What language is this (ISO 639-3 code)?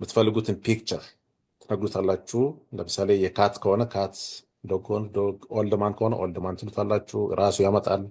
amh